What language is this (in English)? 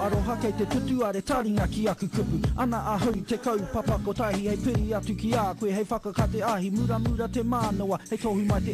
Māori